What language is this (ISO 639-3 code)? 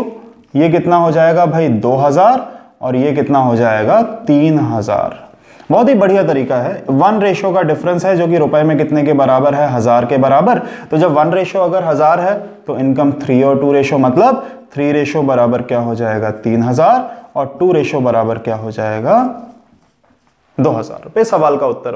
hin